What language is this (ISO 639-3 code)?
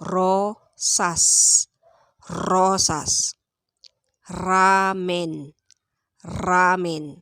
pag